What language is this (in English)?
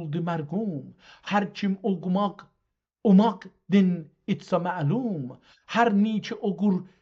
South Azerbaijani